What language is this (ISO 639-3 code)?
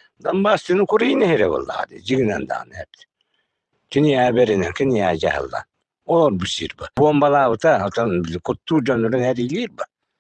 sah